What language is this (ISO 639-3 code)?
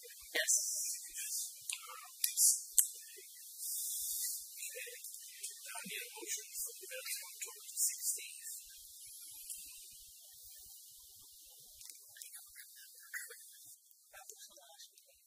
eng